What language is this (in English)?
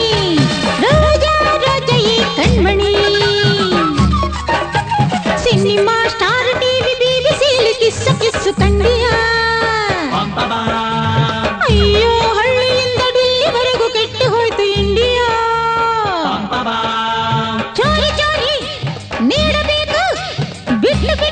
Kannada